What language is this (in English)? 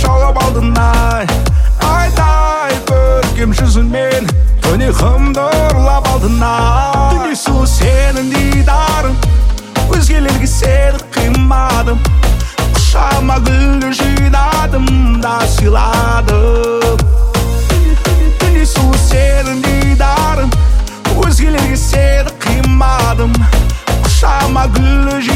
Kazakh